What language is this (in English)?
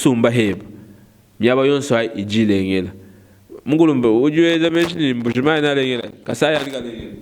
Luba-Lulua